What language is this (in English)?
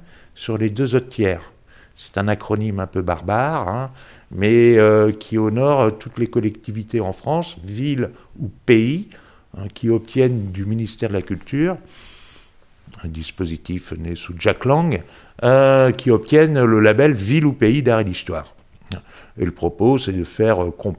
French